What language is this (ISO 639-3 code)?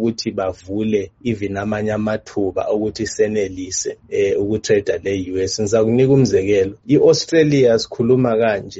nde